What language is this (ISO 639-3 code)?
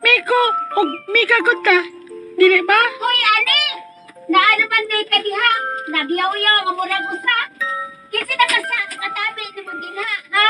ceb